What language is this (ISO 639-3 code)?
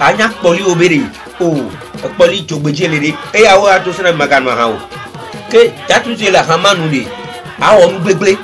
ewe